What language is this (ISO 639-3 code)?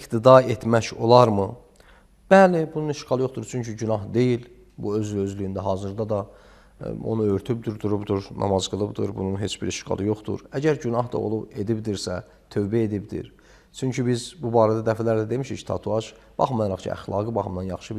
aze